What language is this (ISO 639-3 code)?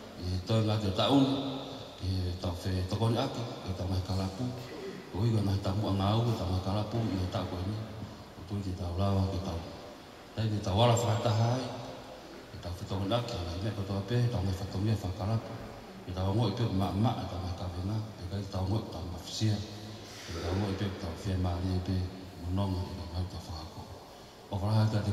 ton